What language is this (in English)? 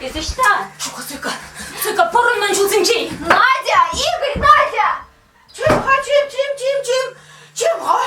Chuvash